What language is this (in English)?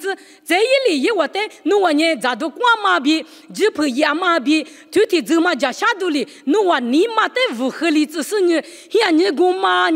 Lisu